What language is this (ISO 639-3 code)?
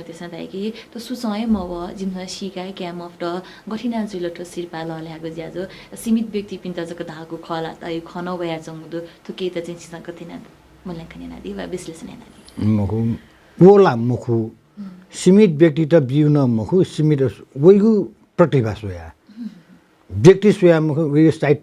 new